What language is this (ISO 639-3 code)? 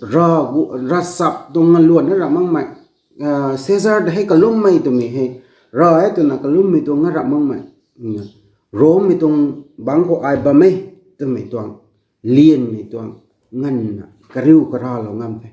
nbu